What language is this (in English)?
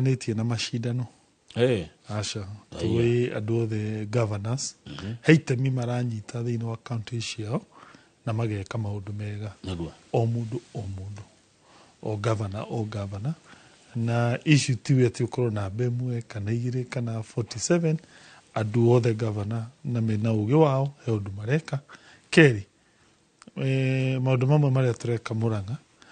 Kikuyu